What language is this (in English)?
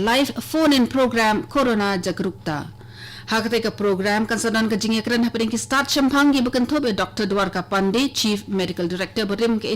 Khasi